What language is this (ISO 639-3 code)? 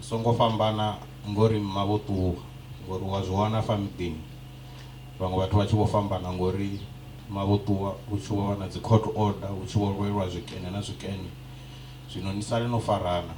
ven